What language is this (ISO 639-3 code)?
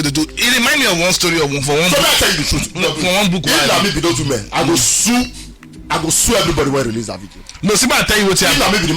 pcm